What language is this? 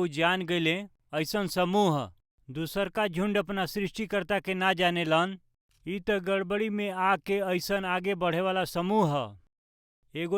Bhojpuri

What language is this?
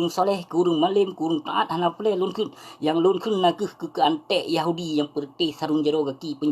Achinese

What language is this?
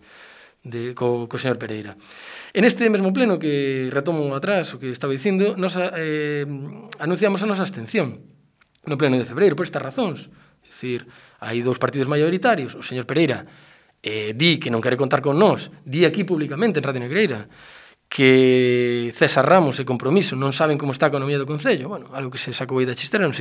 Galician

